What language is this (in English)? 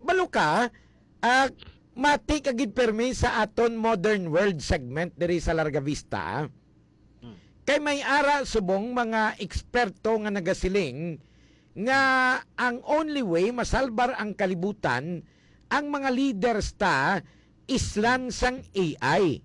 Hiligaynon